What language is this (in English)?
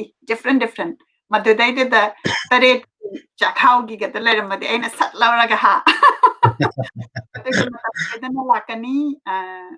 Manipuri